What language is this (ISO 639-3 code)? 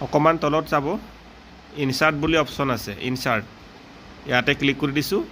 asm